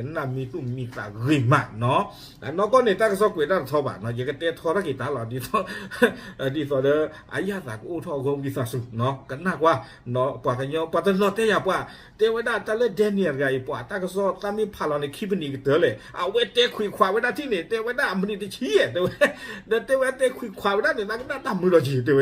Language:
S'gaw Karen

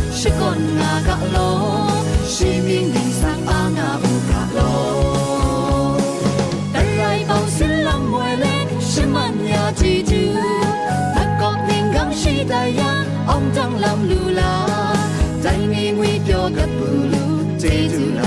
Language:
Kachin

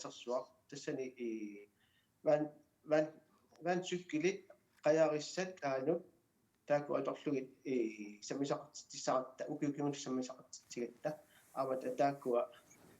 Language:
Kalaallisut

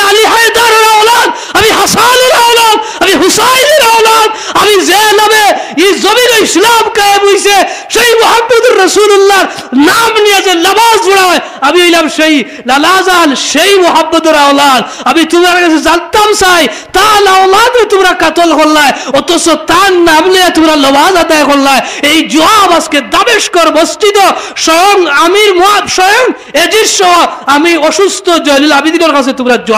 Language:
Sylheti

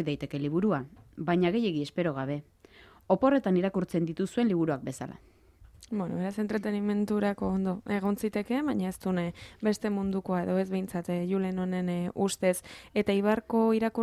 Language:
Basque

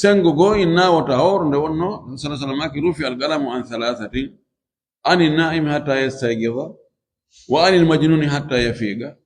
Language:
Fula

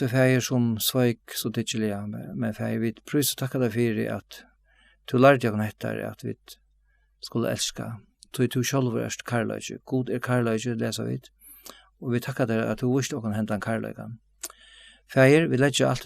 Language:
Faroese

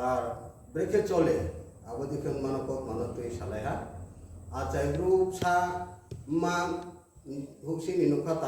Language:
Riang (India)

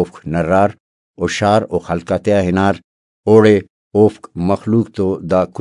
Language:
Brahui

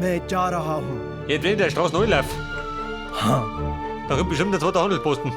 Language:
Bavarian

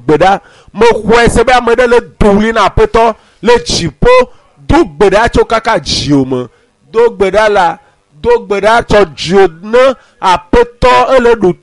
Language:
Ewe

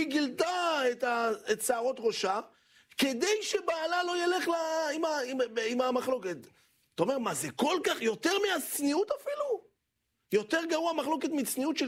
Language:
Hebrew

